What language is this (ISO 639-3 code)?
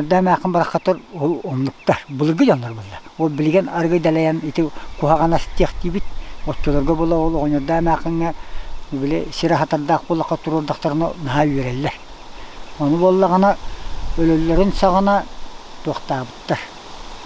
sah